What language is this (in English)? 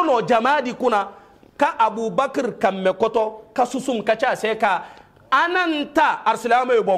Hausa